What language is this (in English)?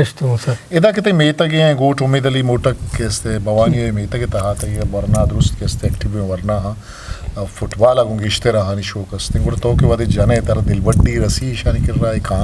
Eastern Balochi